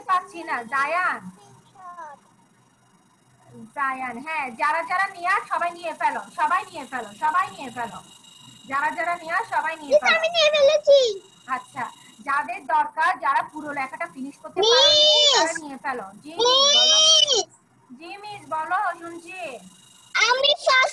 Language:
Bangla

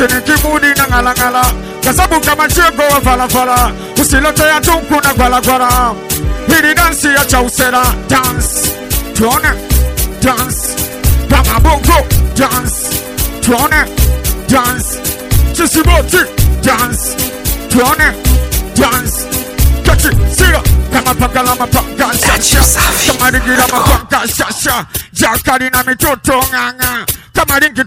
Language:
Swahili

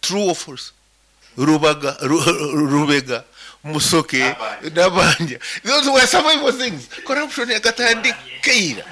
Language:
Nyankole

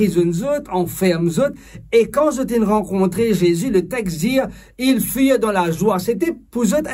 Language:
Morisyen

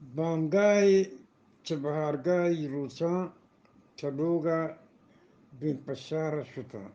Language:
Eastern Balochi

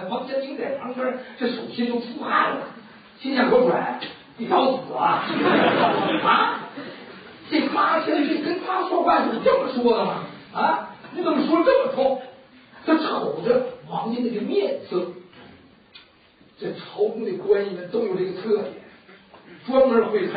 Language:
Chinese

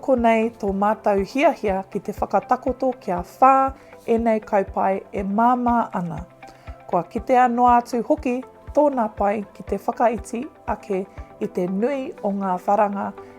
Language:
Māori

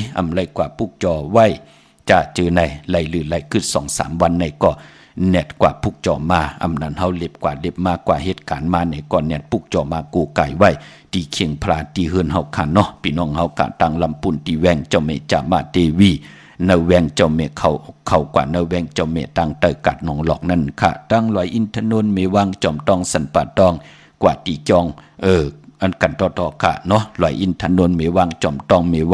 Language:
Shan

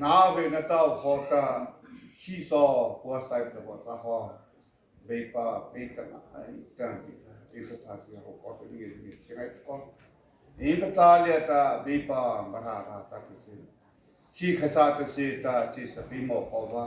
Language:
Mara Chin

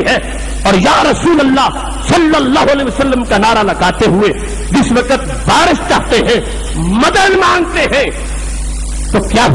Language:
Urdu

